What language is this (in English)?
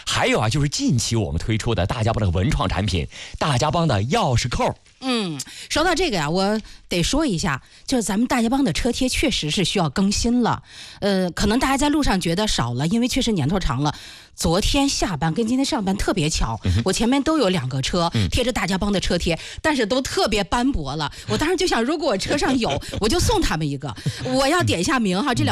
Chinese